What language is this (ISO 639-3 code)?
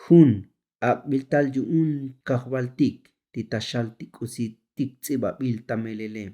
tzo